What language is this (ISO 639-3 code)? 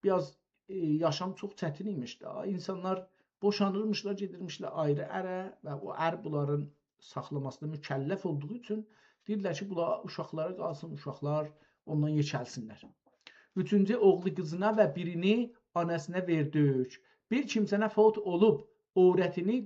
azb